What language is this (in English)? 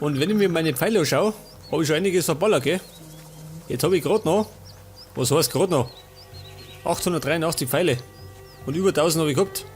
Bavarian